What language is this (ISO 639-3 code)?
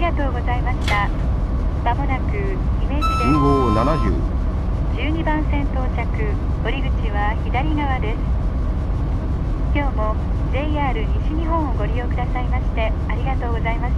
jpn